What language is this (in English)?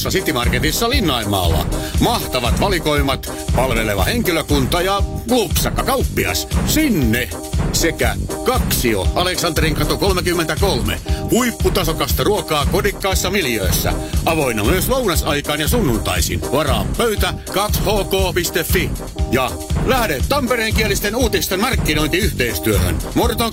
Finnish